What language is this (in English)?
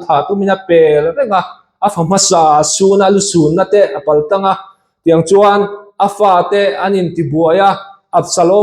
Mizo